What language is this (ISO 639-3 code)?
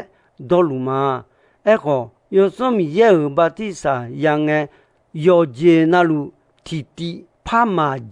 ahk